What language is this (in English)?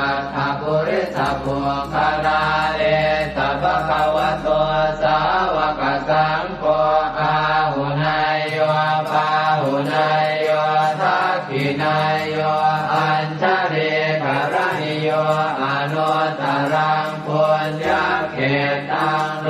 Pali